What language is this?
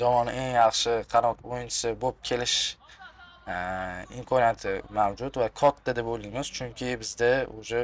Uzbek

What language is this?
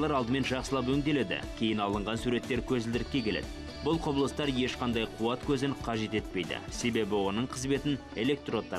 Kazakh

